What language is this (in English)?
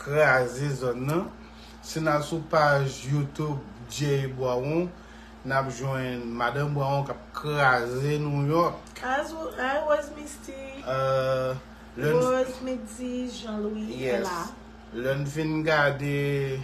Haitian Creole